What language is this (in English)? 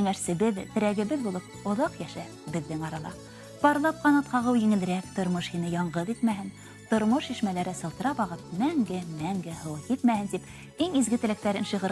Bashkir